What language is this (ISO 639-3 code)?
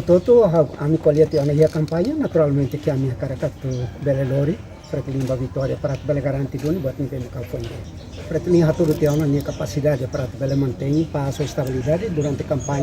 tet